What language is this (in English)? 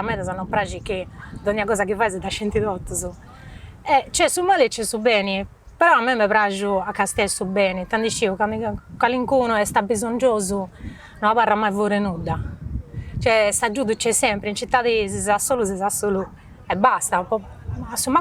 Sardinian